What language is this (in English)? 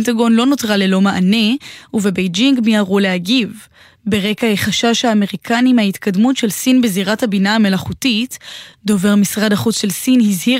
Hebrew